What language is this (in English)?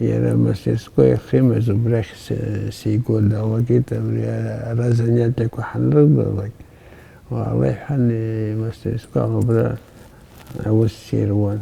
Abkhazian